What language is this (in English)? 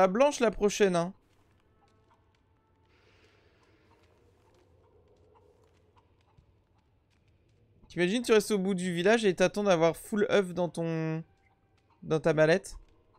French